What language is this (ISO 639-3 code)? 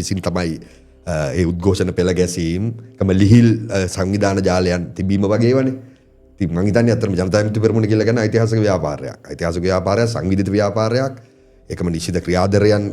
sin